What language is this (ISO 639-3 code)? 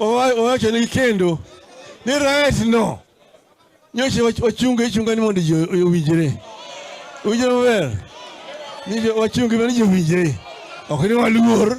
luo